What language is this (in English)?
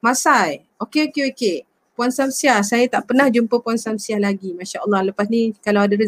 Malay